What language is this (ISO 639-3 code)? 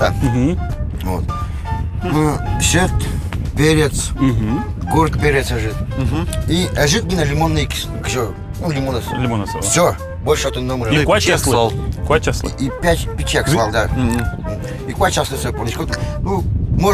udm